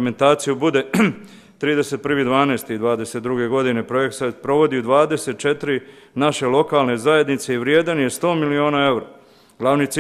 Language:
Bosnian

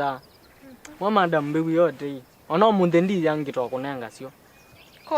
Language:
Kamba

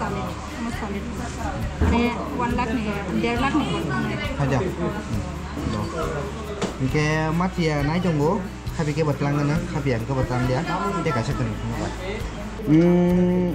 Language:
Kok Borok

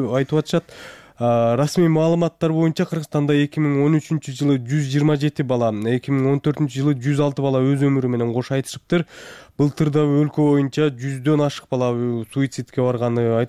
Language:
Kyrgyz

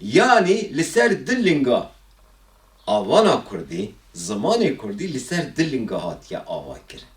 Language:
Kurdish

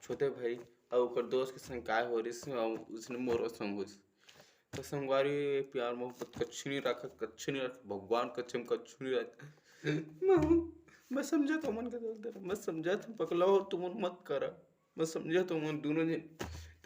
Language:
Chhattisgarhi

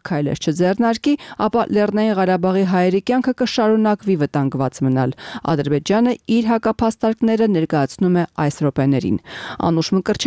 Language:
Armenian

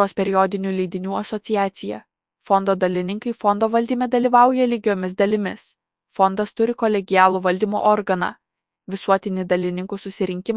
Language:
Lithuanian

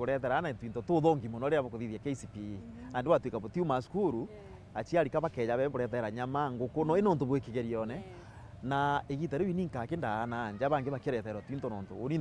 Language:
Meru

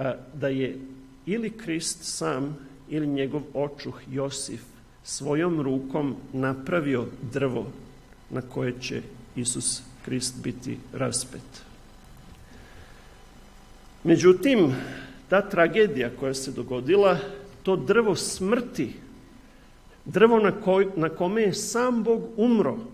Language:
Serbian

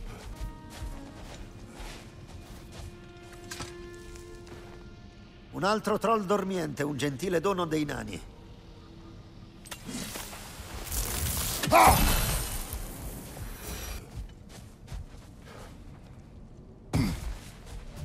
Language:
Italian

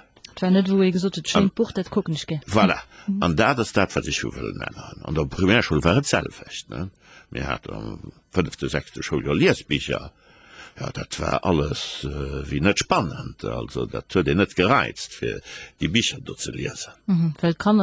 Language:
Luxembourgish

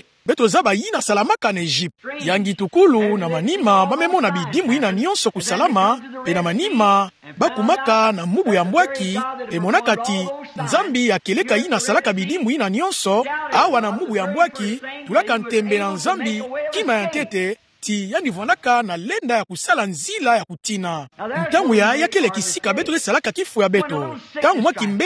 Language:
Kituba (Democratic Republic of Congo)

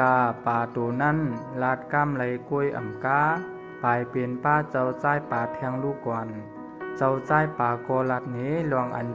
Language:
Shan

